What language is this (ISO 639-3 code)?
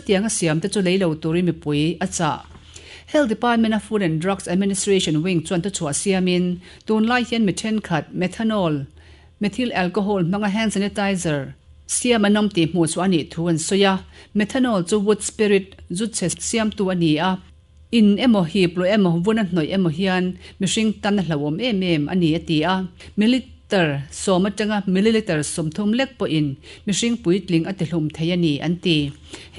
lus